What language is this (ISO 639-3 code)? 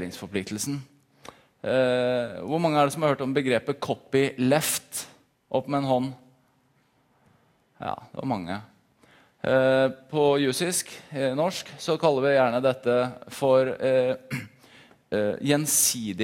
nor